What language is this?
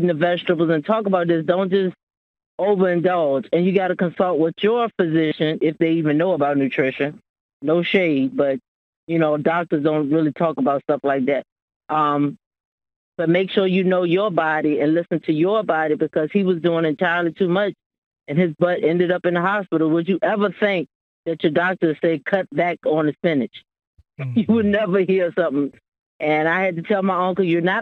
English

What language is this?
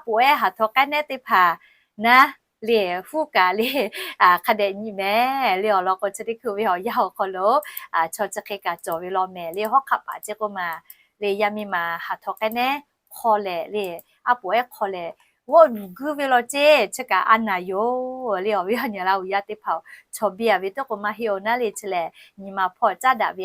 Lahu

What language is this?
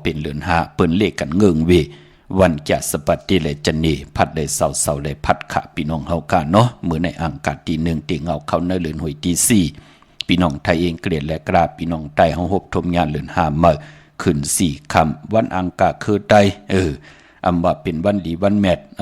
Shan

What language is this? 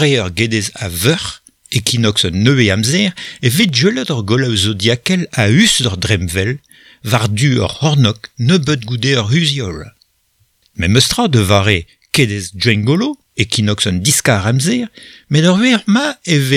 Breton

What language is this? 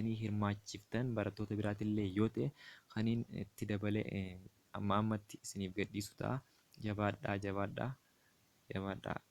Oromo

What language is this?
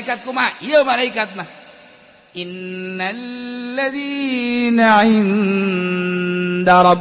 Sundanese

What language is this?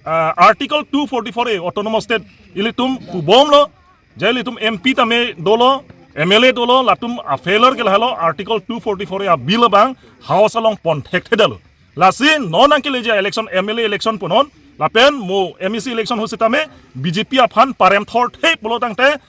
Karbi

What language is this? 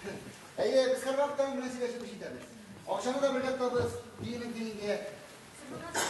Tatar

